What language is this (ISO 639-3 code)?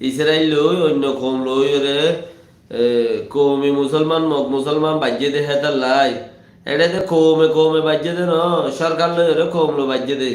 rhg